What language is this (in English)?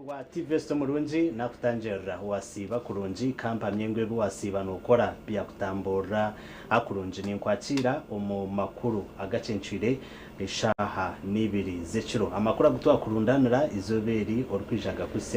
Nyankole